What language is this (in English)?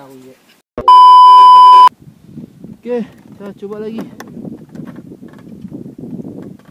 Malay